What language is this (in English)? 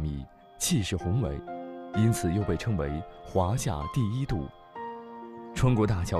Chinese